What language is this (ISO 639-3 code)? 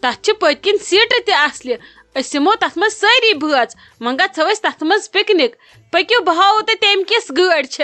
kas